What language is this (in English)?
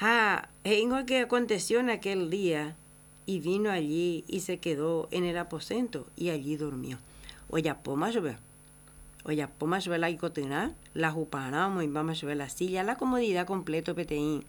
Guarani